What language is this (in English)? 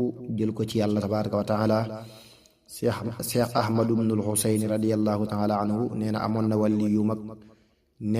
Wolof